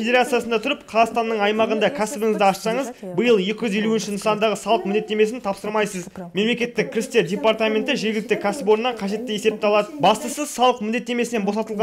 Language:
Kazakh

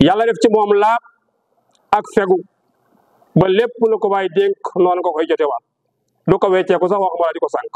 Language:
Wolof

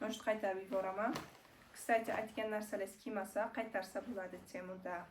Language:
Uzbek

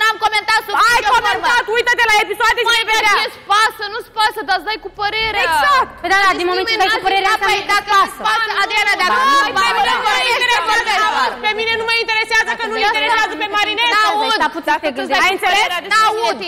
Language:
Romanian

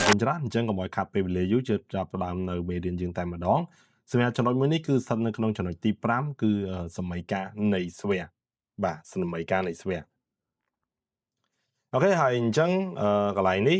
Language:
Khmer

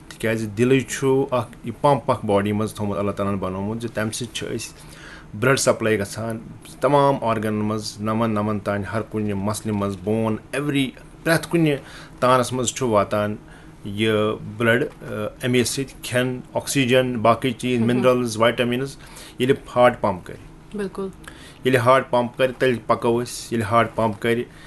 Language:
Kashmiri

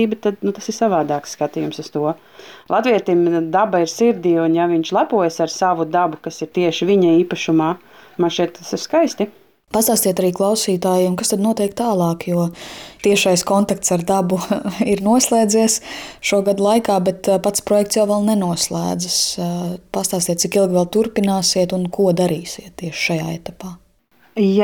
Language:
Latvian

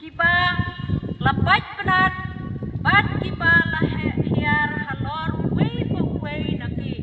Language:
Khasi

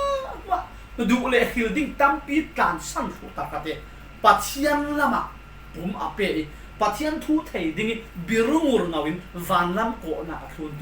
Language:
Falam Chin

